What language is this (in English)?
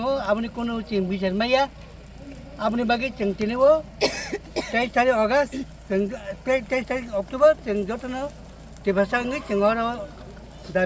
Kok Borok